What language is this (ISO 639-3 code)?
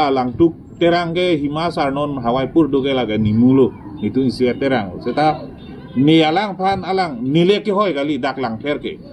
mjw